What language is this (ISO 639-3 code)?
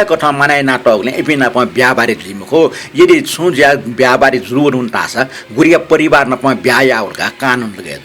new